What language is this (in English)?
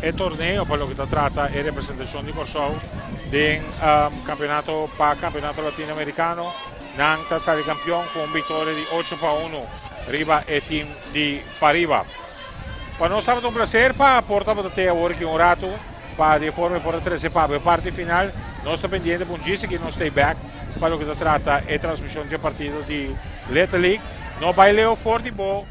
Papiamento